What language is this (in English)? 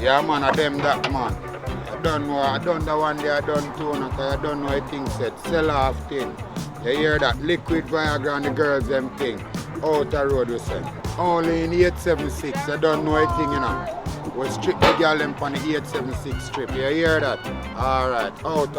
Jamaican Creole English